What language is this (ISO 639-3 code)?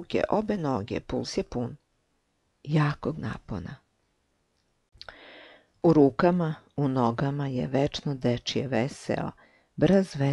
srp